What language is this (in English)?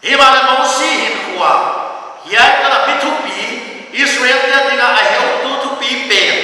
Paite Chin